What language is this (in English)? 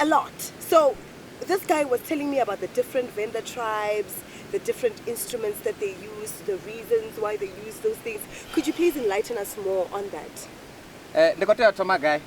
Venda